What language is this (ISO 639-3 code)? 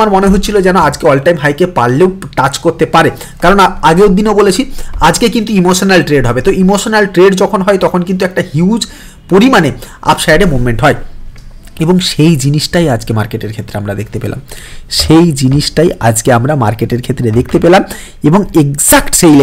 ben